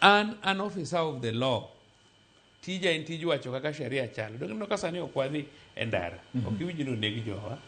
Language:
Luo (Kenya and Tanzania)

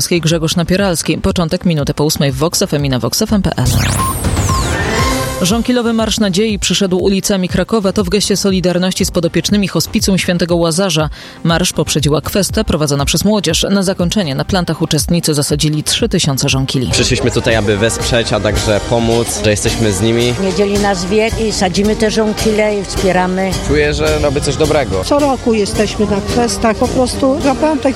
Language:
Polish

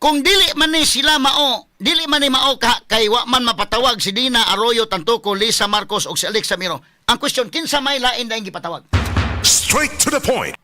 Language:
Cebuano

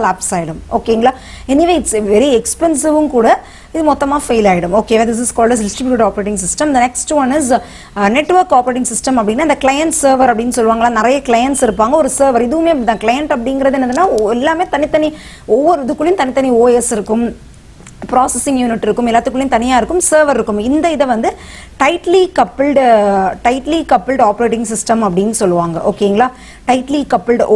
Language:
Tamil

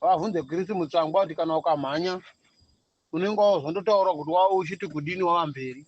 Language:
Shona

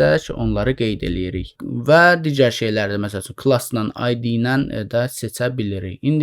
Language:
Azerbaijani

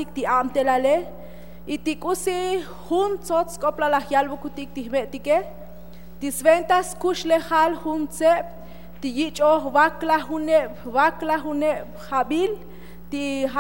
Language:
Tzotzil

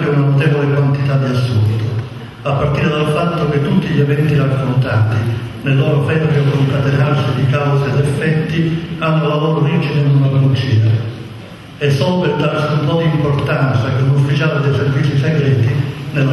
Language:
Italian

